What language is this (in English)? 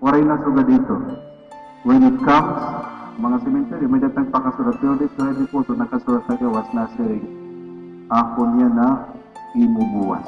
Waray